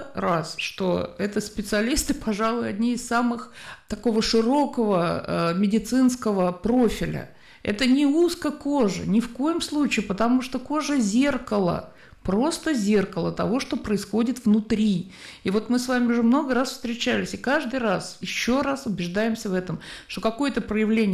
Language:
Russian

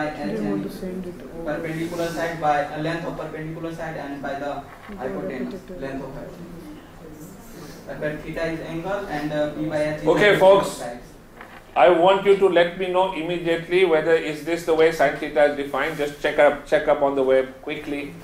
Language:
English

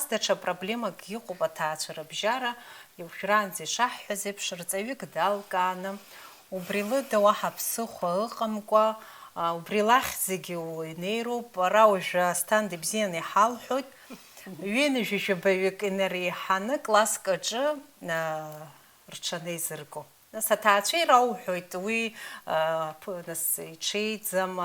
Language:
Abkhazian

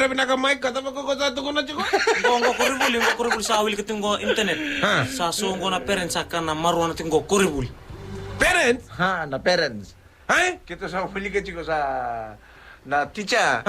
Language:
Fijian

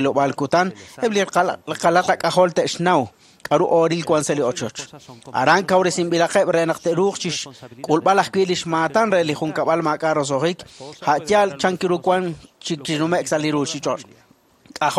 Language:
Kekchí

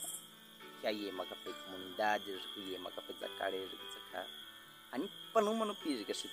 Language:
Baniwa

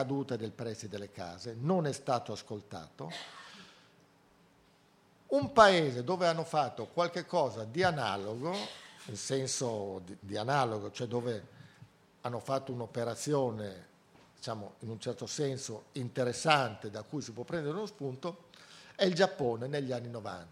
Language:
Italian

